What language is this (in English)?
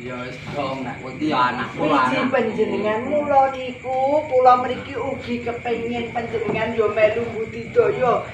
Javanese